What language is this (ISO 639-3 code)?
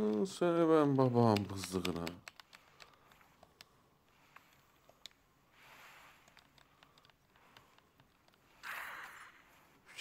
tur